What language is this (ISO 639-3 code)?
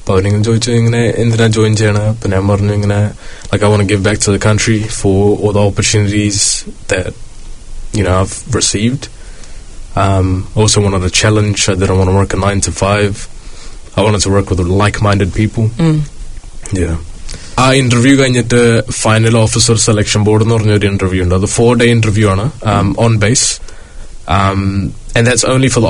mal